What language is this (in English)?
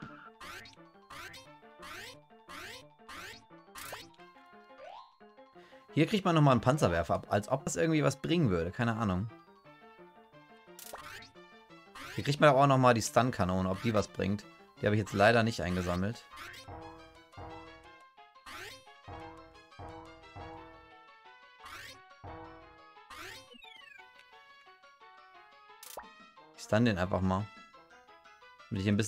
German